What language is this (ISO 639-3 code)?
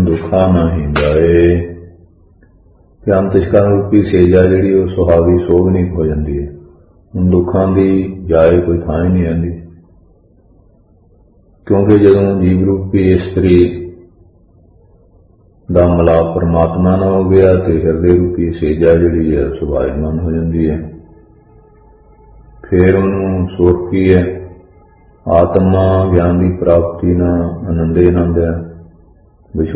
pan